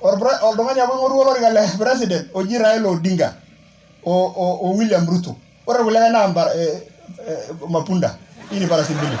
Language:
Masai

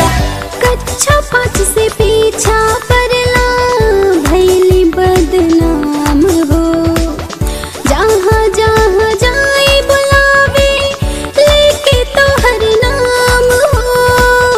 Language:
Bhojpuri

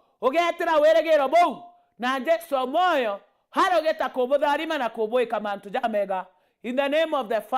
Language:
Meru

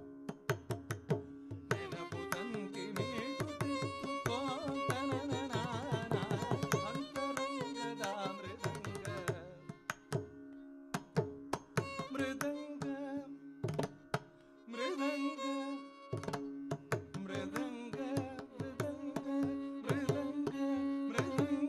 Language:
Kannada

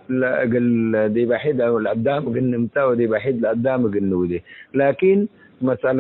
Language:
Tigre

